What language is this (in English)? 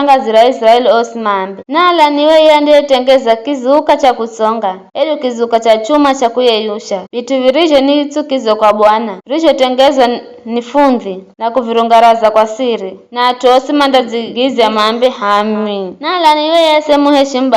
Giryama